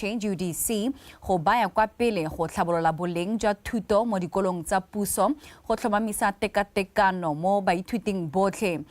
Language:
Tswana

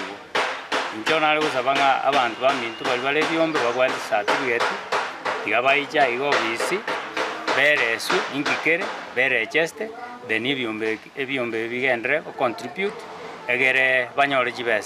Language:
Gusii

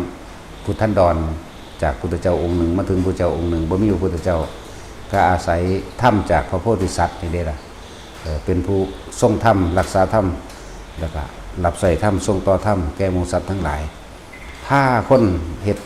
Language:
Northeastern Thai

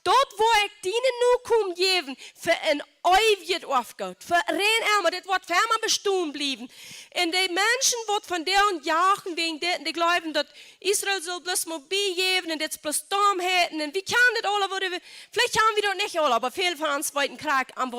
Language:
Plautdietsch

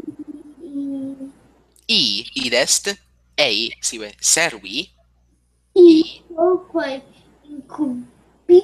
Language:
Latin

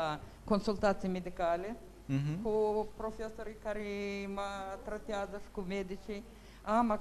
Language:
Romanian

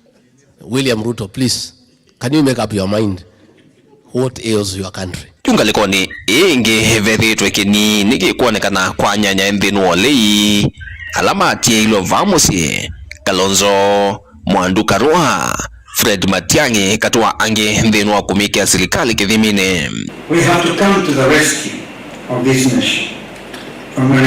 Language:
Kamba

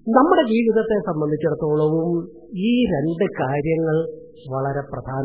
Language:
Malayalam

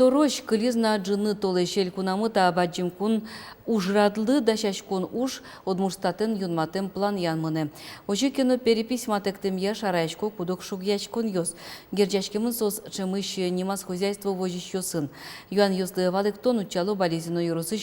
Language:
Udmurt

